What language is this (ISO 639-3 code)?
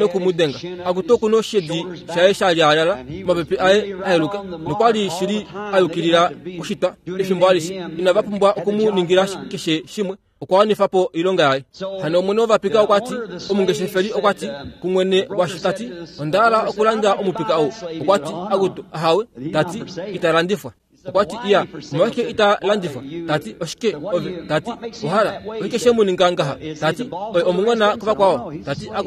kua